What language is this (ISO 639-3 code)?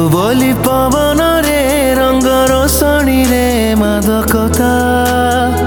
ori